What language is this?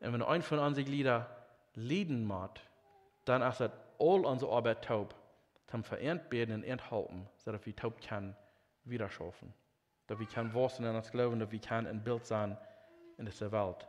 Plautdietsch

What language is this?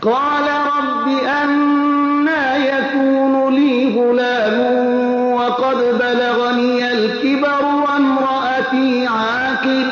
Persian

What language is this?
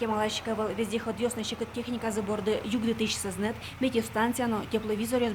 Udmurt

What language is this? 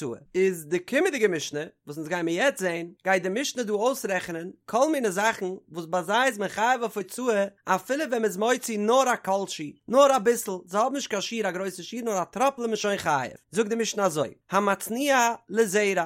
Yiddish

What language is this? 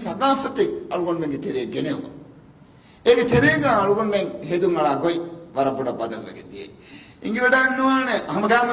Divehi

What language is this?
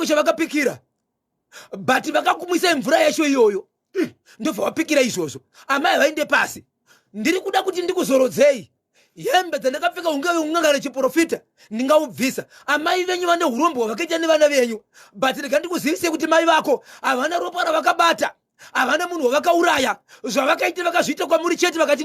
Shona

